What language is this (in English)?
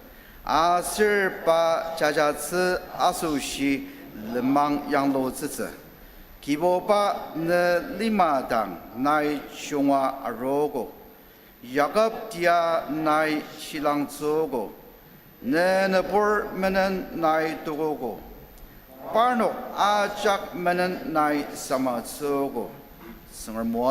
Ao Naga